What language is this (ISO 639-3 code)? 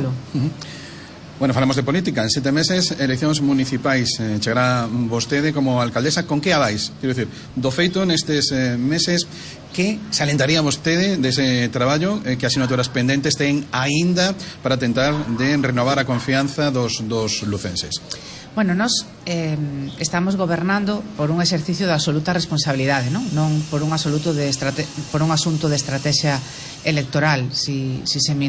glg